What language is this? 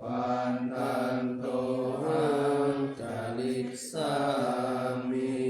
Pali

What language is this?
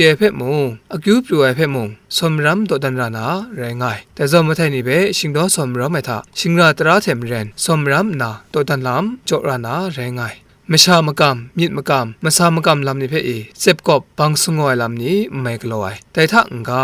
Kachin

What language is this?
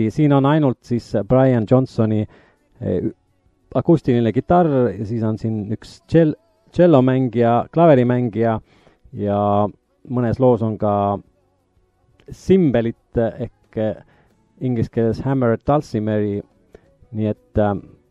Estonian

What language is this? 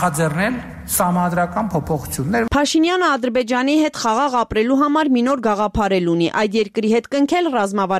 Armenian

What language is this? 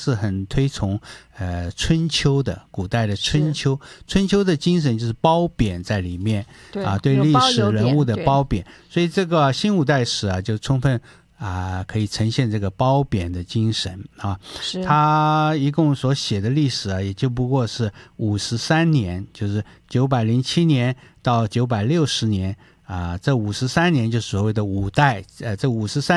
Chinese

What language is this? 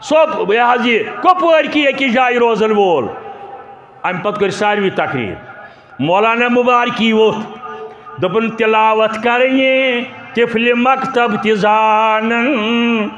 Kashmiri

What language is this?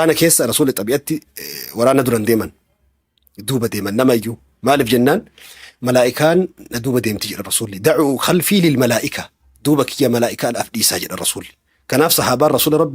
Oromo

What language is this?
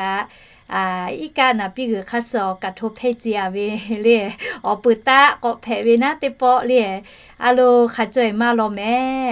Lahu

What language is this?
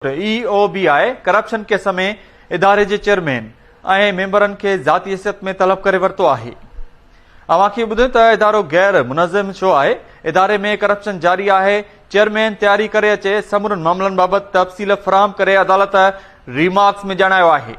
Sindhi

